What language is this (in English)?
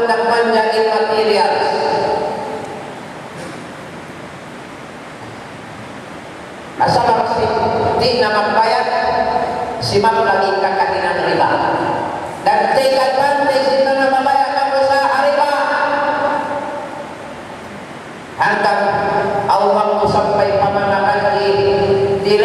Tausug